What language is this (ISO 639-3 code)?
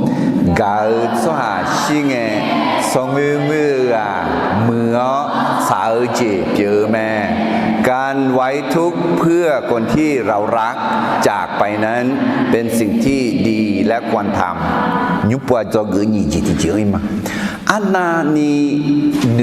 ahk